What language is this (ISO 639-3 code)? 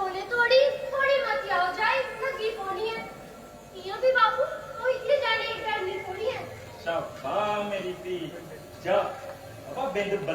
doi